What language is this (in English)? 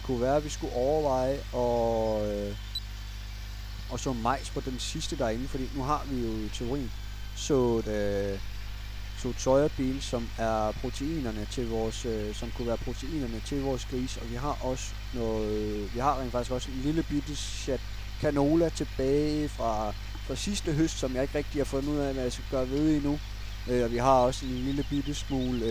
Danish